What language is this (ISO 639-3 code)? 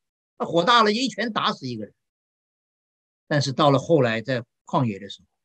zho